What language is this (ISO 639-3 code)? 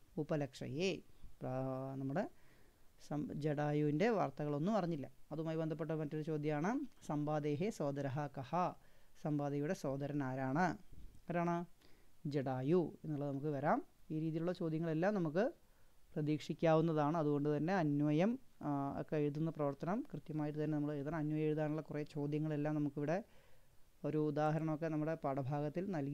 mal